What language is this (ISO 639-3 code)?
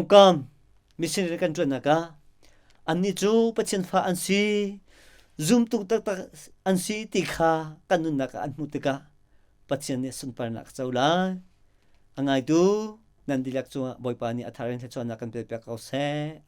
cnh